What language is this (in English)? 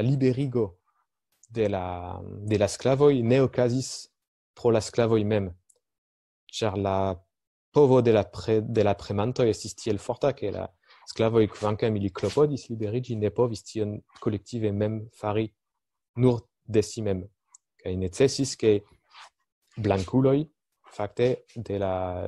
Esperanto